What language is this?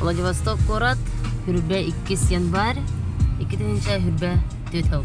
Yakut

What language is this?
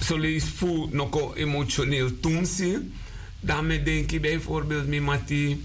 Sranan Tongo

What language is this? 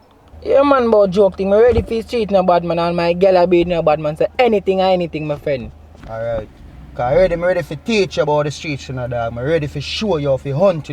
Jamaican Creole English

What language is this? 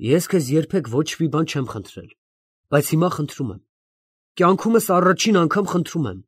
Armenian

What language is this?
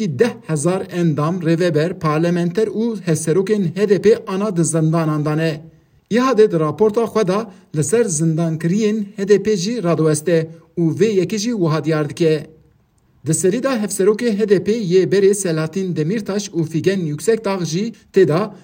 Kurdish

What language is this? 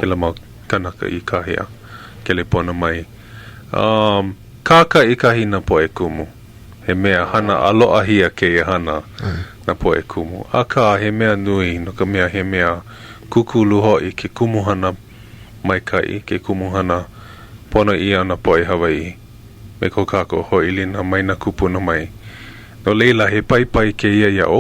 Hawaiian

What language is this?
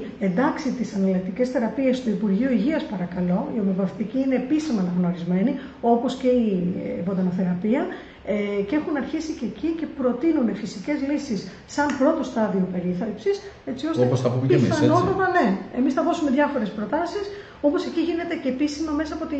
Greek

